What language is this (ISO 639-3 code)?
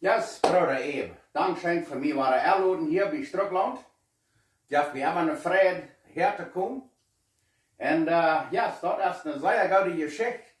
pdt